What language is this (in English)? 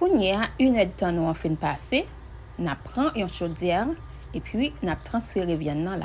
Haitian Creole